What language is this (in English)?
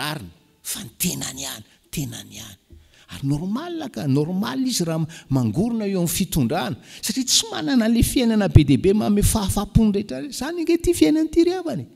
Malagasy